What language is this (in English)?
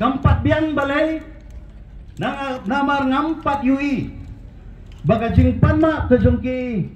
Khasi